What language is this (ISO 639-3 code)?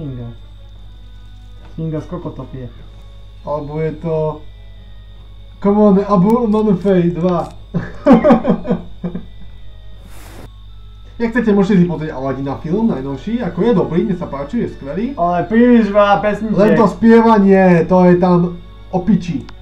slk